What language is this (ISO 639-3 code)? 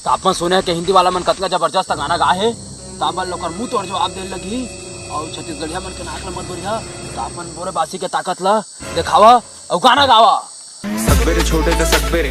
hne